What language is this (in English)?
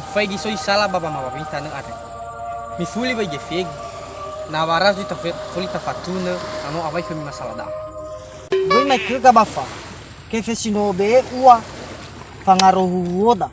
Nias